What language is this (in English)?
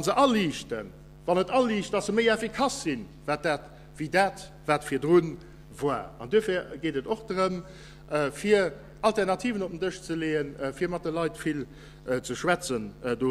Luxembourgish